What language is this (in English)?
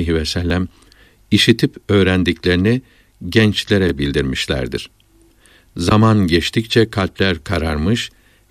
Turkish